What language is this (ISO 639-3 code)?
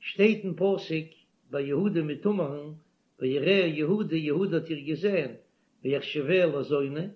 yid